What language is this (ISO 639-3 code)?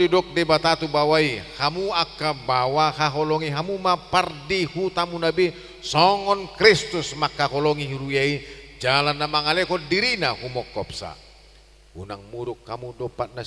bbc